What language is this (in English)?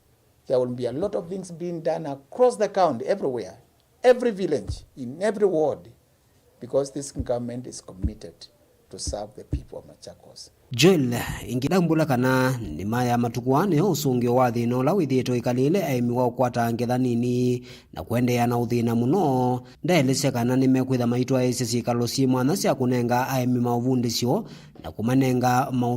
Kamba